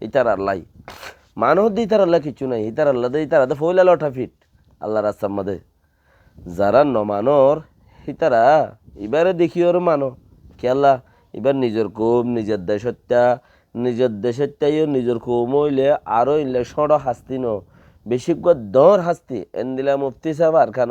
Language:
Rohingya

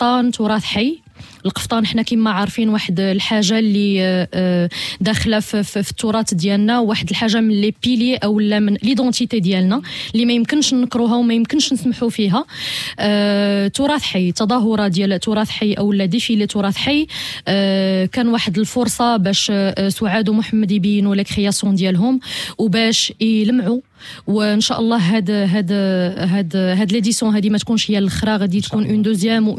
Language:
Moroccan Arabic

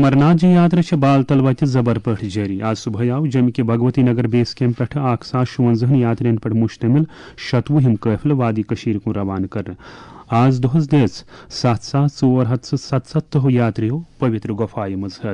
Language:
Kashmiri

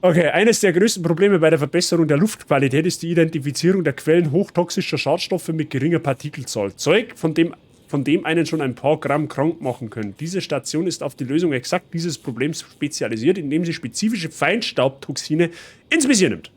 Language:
Bavarian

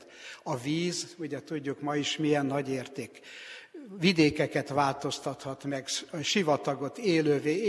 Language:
Hungarian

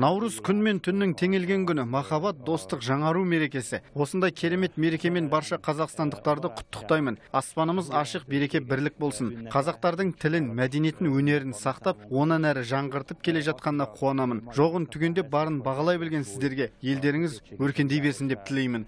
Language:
Kazakh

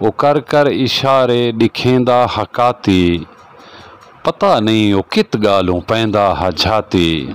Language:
Saraiki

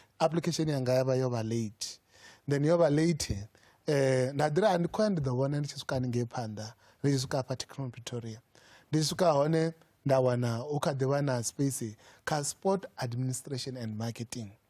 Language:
Venda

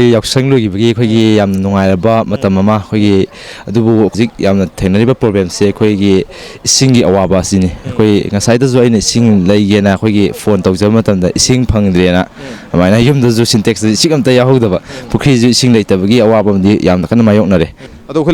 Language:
Manipuri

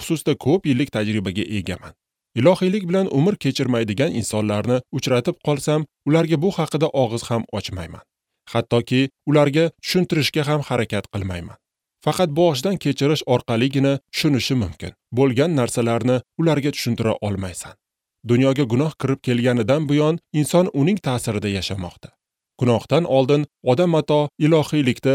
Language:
Uzbek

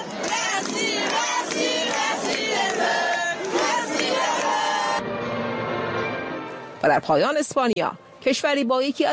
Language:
Persian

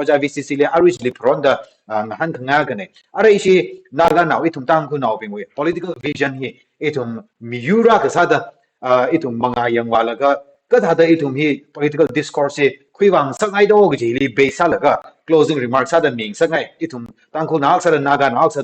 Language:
Tangkhul Naga (India)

